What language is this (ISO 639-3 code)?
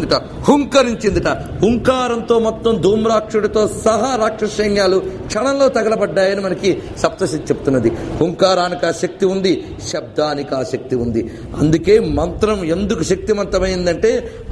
tel